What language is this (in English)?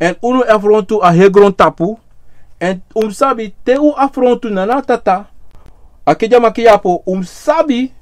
Sranan Tongo